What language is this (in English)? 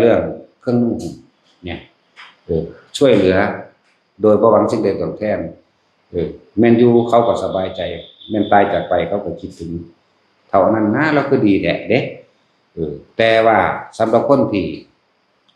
Northeastern Thai